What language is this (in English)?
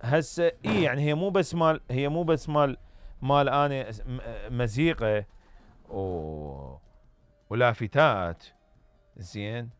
Mesopotamian Arabic